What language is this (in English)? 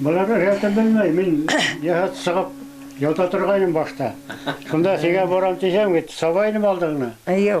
Bashkir